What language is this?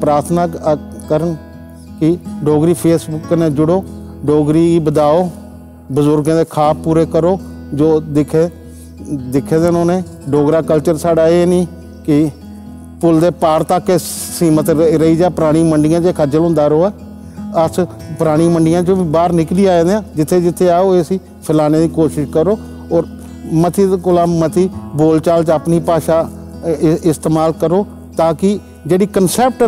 Dogri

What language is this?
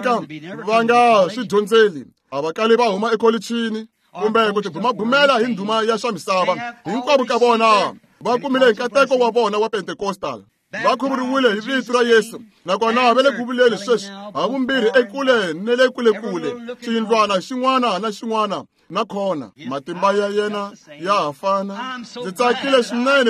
Tsonga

